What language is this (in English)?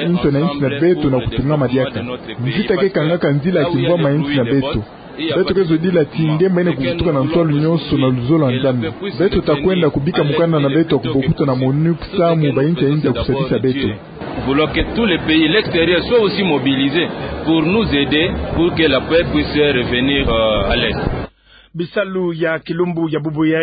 Kituba (Democratic Republic of Congo)